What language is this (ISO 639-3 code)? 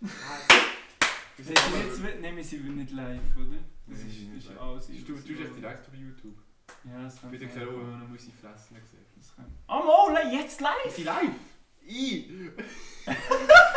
gsw